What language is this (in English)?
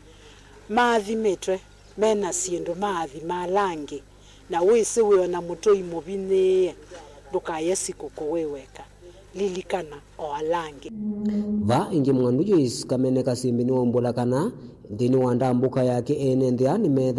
Kamba